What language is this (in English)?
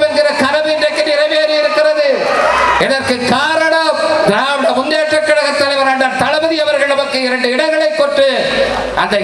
Tamil